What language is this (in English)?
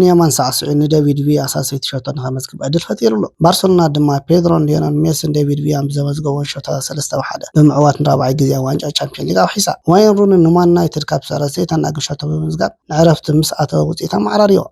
Tigrinya